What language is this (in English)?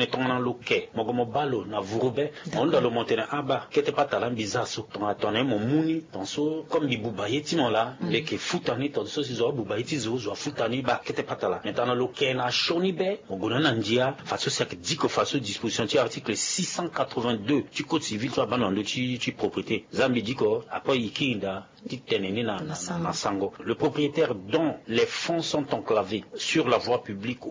Sango